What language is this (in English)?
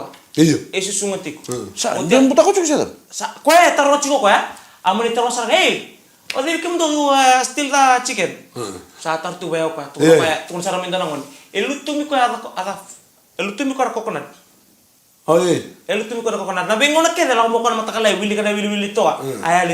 Fijian